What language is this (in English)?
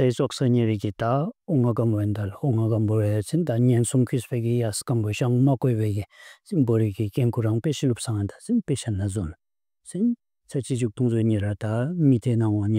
Bumthangkha